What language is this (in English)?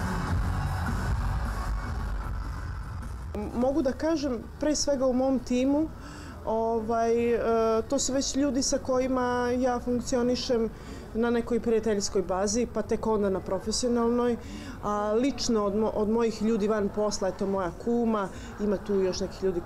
Serbian